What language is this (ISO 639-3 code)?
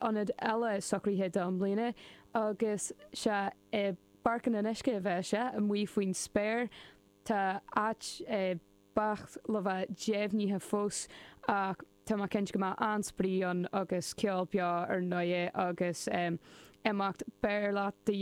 gle